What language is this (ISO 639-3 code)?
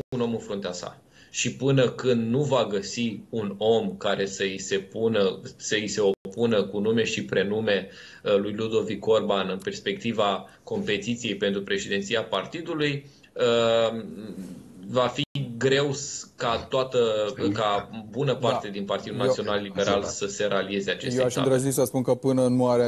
ron